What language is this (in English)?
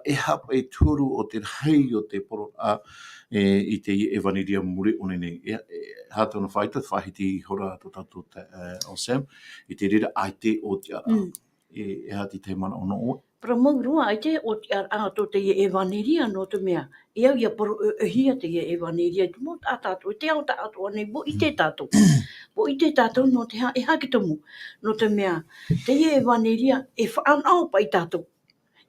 Tahitian